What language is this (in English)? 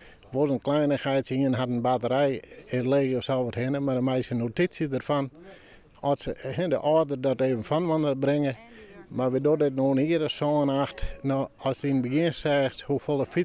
Western Frisian